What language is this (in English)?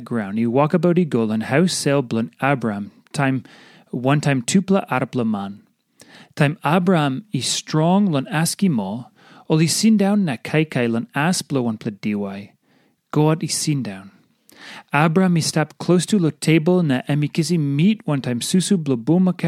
Tok Pisin